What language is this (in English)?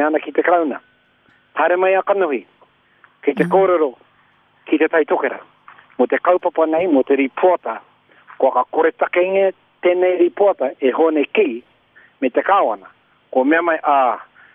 Māori